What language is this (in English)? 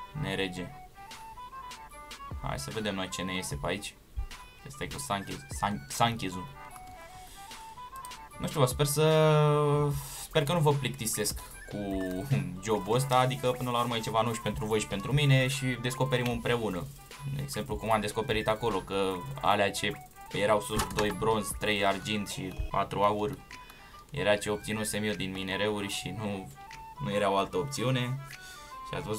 Romanian